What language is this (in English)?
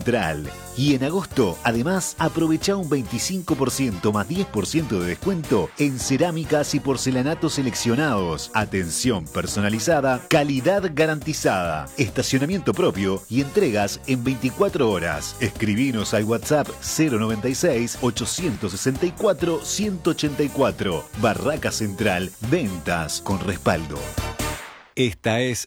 Spanish